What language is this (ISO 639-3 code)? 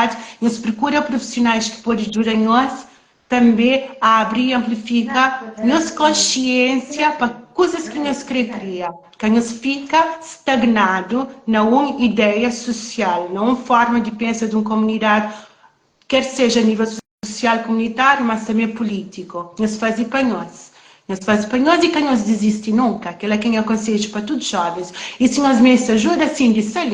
kea